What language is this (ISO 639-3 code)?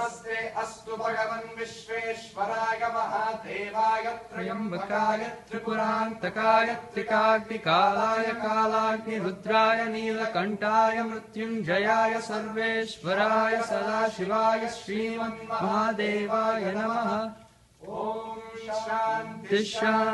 san